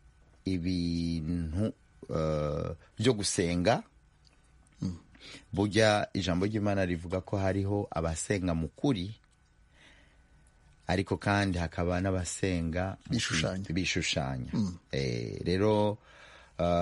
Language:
Kinyarwanda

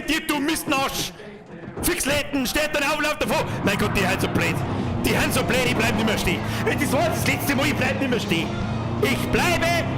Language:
Bavarian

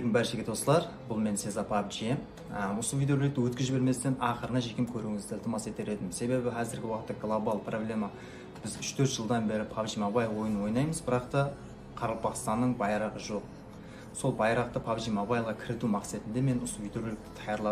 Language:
Kara-Kalpak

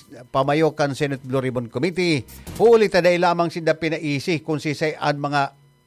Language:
Bikol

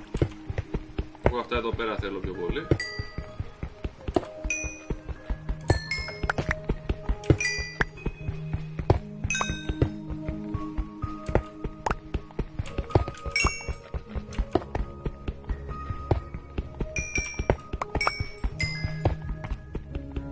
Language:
Greek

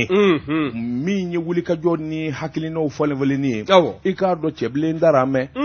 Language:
Bambara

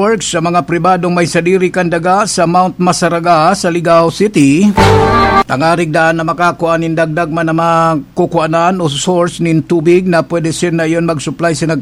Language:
Bikol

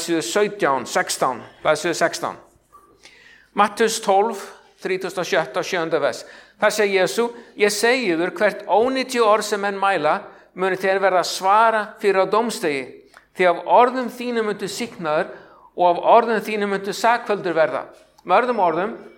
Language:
Icelandic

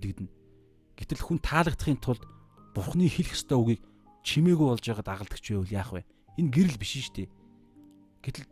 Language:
Mongolian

